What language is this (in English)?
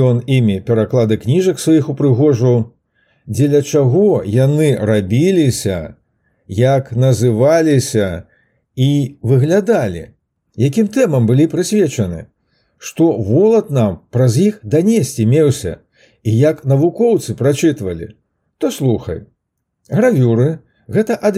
Belarusian